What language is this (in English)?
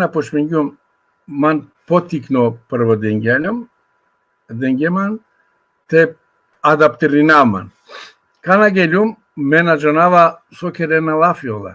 Balkan Romani